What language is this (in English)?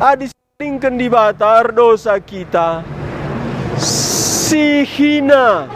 Batak Karo